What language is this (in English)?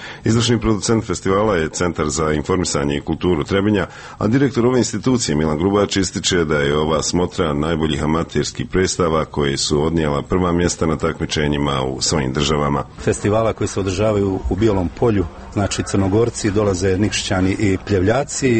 Bosnian